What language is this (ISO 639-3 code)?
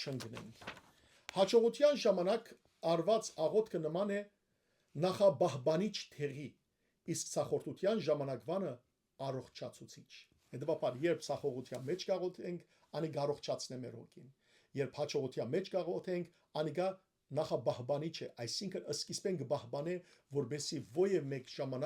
hyw